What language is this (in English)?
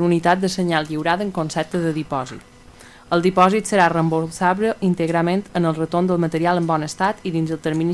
Catalan